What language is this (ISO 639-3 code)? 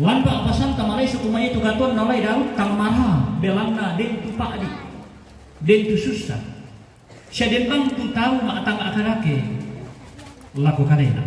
sda